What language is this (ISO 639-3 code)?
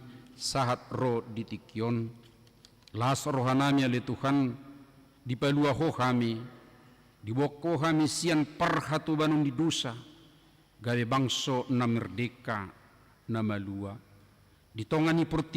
bbc